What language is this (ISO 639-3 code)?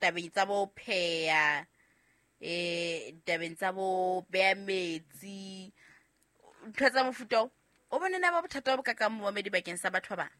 sot